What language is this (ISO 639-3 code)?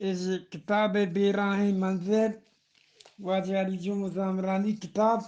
bgp